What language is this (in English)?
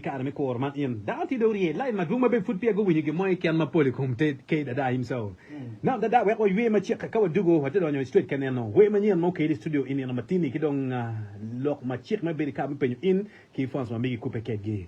Acoli